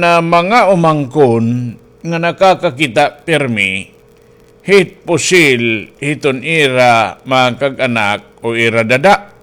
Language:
Waray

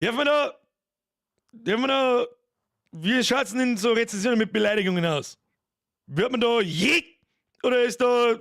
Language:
Bavarian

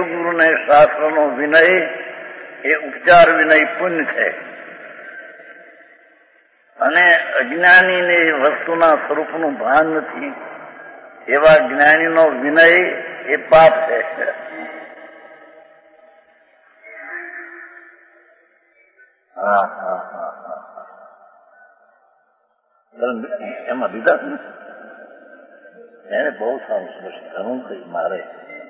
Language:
Gujarati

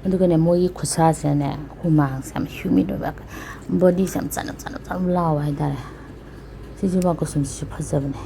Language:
Manipuri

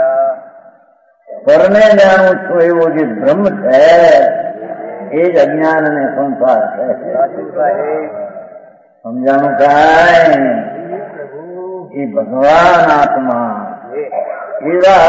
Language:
Gujarati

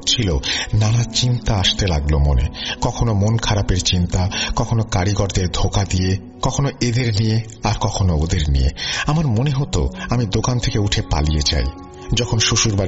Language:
Bangla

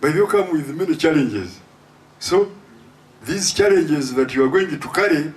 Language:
Nyankole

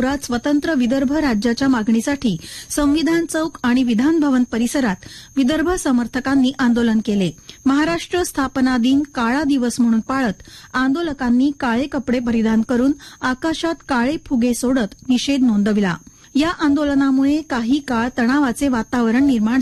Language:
Marathi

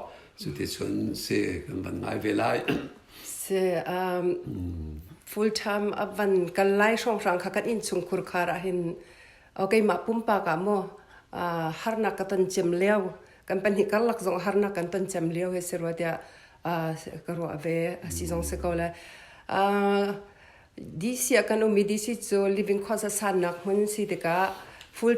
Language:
Hakha Chin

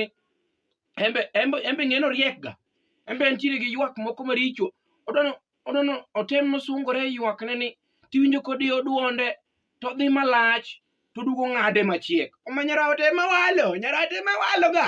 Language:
Luo (Kenya and Tanzania)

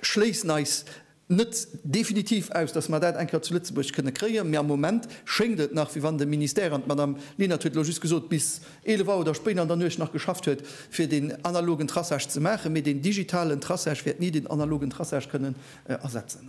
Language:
Luxembourgish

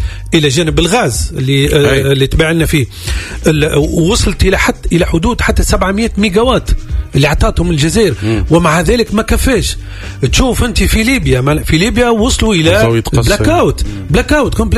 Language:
Tunisian Arabic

